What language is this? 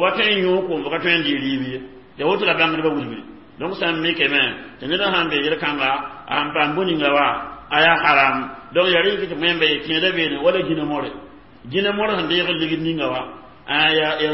Mossi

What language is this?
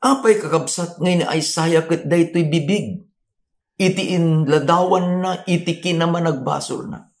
Iloko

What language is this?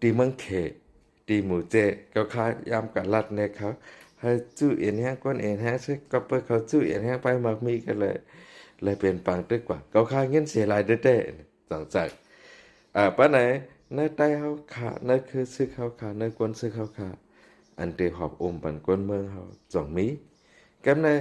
Shan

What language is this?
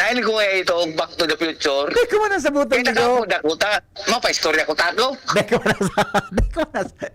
Bikol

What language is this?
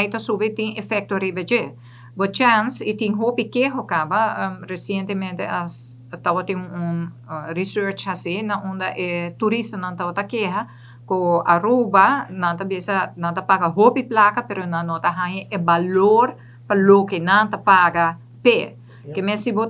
Papiamento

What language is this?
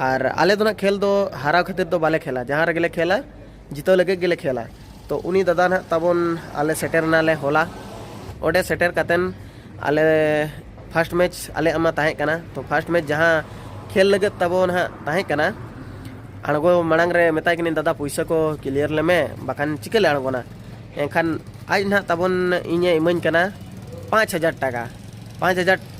Santali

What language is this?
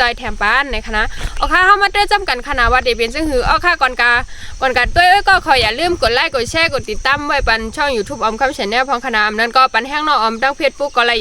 Shan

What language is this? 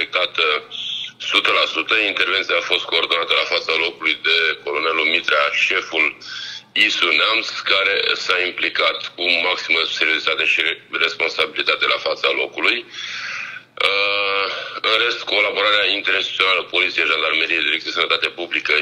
Romanian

